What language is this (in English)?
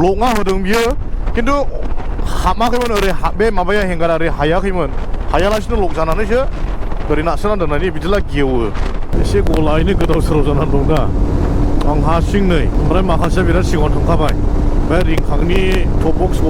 Bodo